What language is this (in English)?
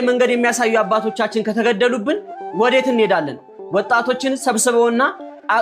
Amharic